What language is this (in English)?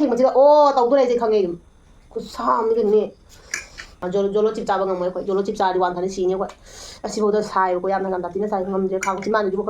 Manipuri